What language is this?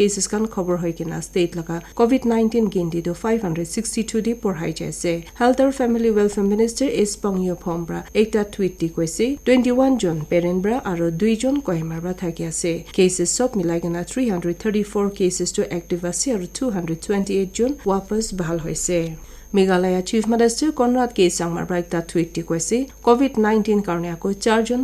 Naga Pidgin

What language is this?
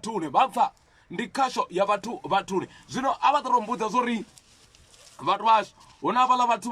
Venda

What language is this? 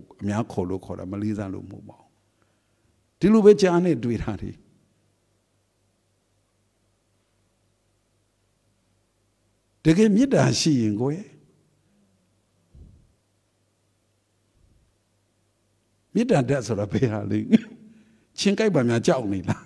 Burmese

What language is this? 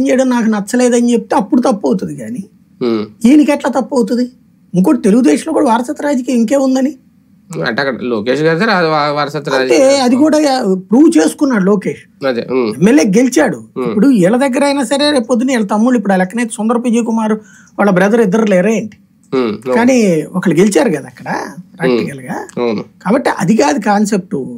Telugu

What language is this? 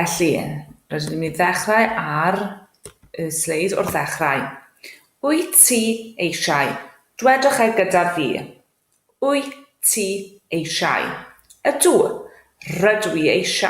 Welsh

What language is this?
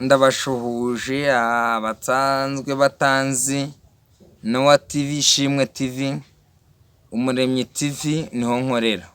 Kinyarwanda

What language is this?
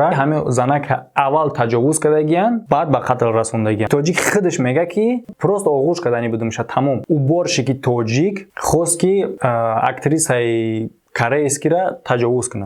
Tajik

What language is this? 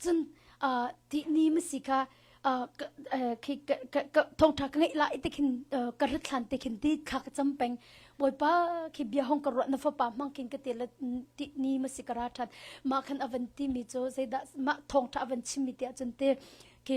Hakha Chin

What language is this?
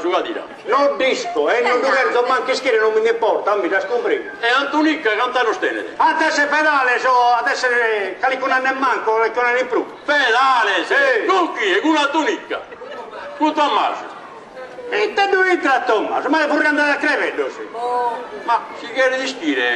Sardinian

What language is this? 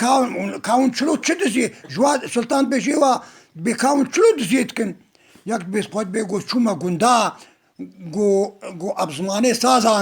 Kurdish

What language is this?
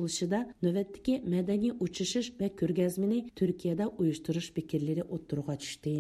Uyghur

